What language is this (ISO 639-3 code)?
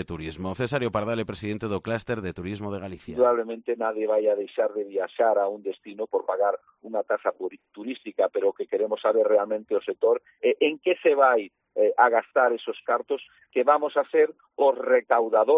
glg